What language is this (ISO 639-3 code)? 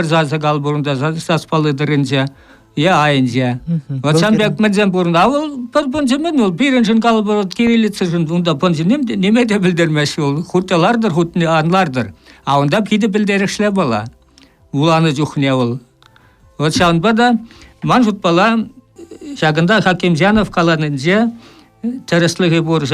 chv